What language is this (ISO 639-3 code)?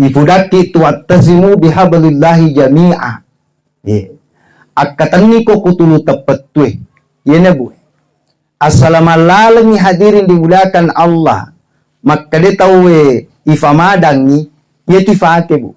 bug